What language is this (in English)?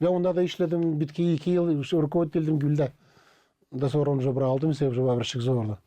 Gagauz